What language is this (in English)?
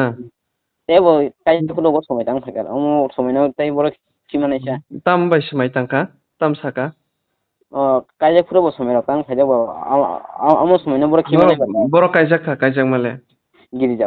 Kok Borok